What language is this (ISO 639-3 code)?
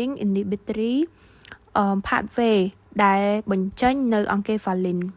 khm